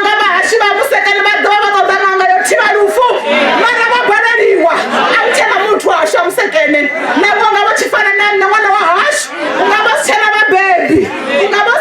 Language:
Venda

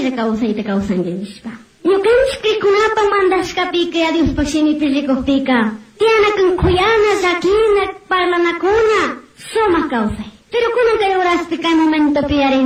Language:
Chimborazo Highland Quichua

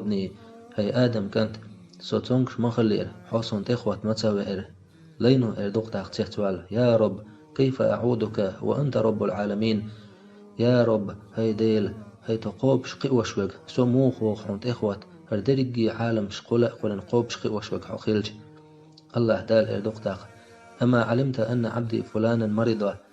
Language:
Chechen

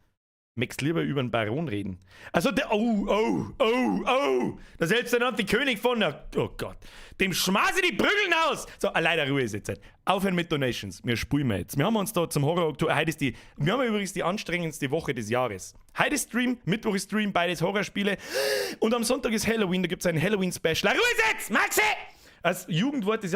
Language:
Bavarian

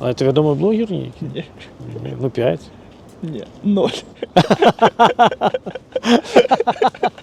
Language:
Belarusian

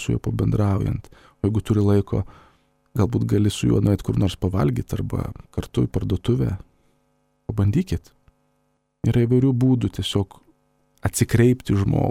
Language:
Lithuanian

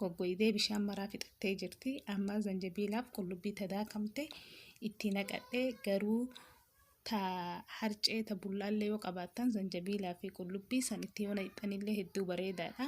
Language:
Oromo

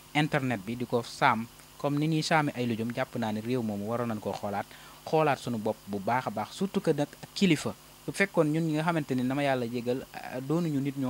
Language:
Wolof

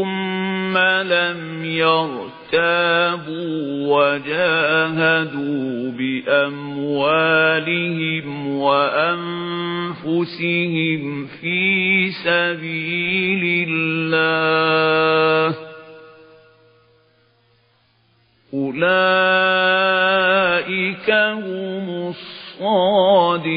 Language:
Arabic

